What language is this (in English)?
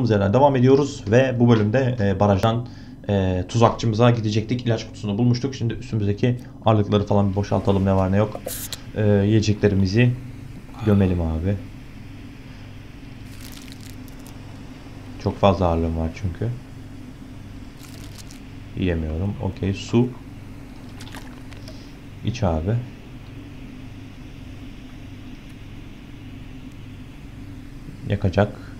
Turkish